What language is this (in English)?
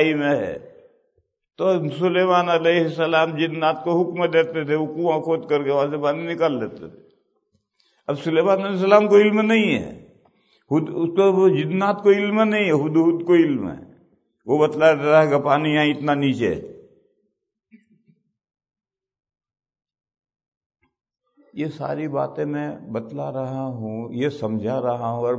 Urdu